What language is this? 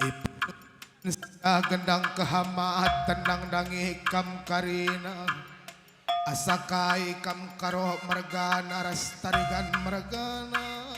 Batak Karo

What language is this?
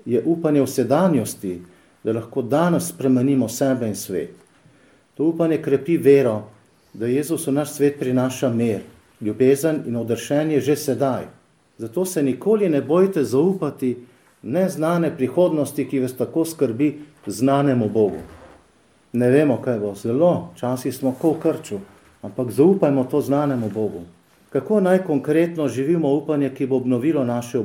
Slovenian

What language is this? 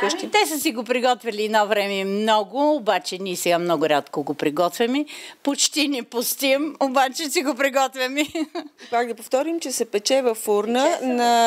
Bulgarian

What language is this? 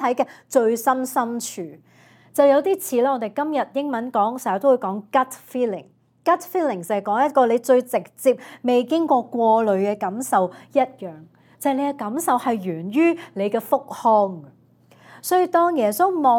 Cantonese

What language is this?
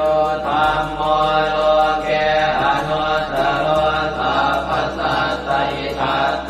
Pali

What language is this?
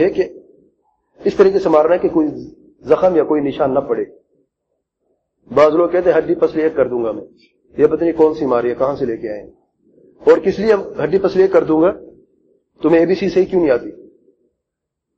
Urdu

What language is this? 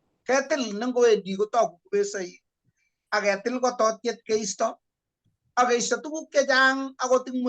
Kalenjin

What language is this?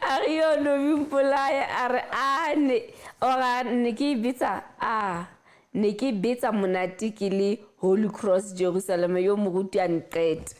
Southern Sotho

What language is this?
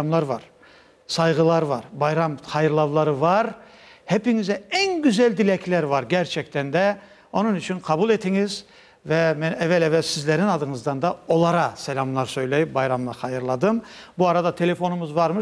Crimean Tatar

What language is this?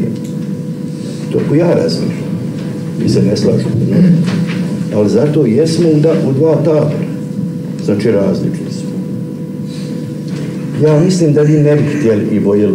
Croatian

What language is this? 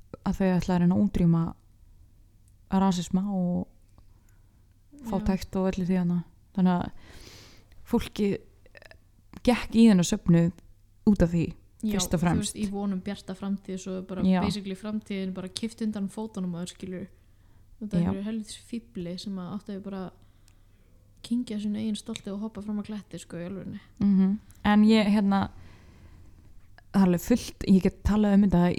Icelandic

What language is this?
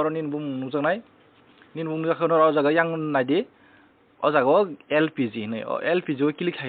Kok Borok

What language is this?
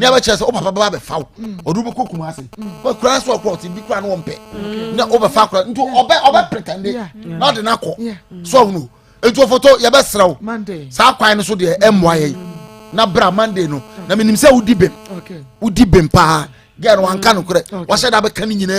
Akan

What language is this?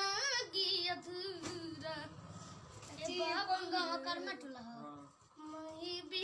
Bhojpuri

